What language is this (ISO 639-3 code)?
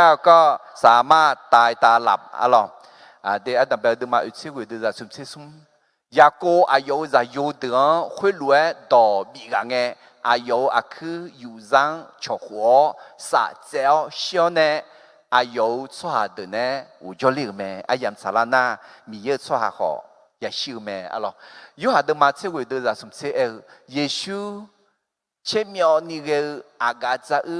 ahk